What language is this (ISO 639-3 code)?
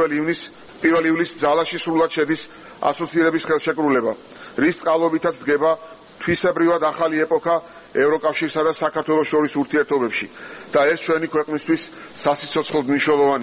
kat